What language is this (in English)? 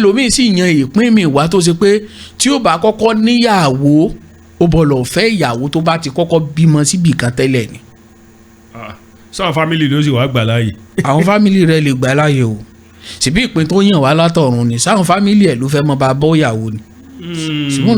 Yoruba